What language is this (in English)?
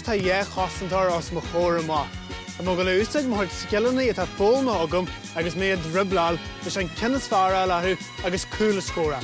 Irish